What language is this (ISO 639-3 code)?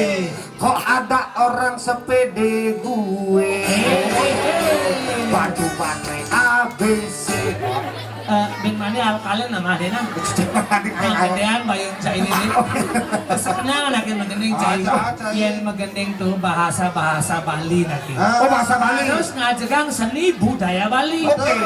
ban